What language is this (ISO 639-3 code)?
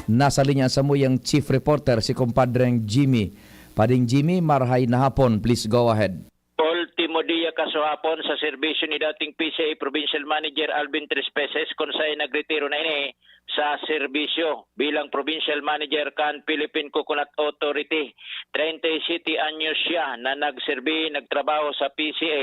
bik